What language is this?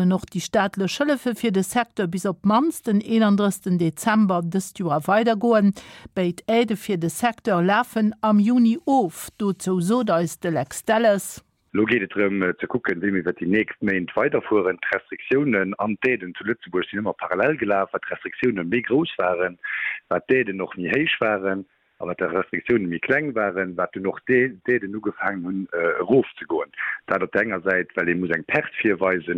Luxembourgish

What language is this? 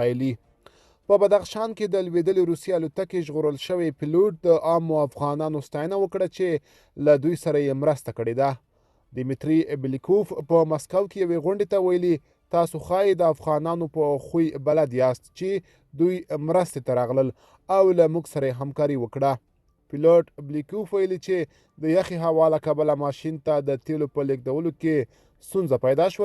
Pashto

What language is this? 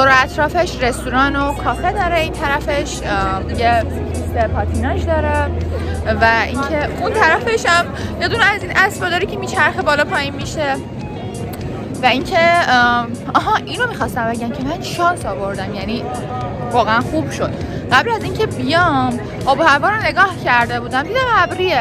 Persian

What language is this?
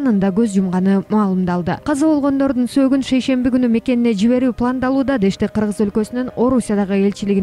Kyrgyz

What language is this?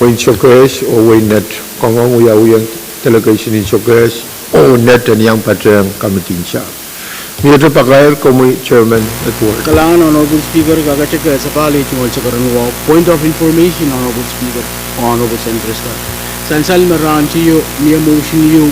Pohnpeian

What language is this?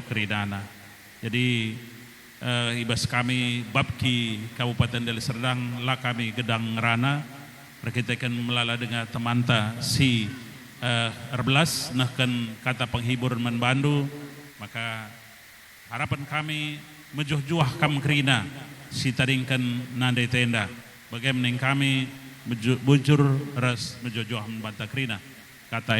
Batak Karo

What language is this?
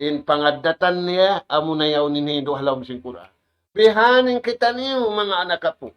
Tausug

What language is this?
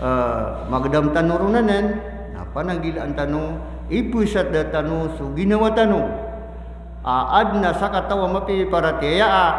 Maranao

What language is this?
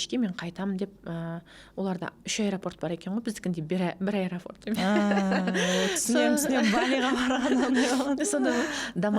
Kazakh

